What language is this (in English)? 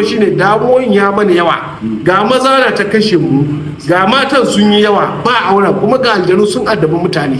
Hausa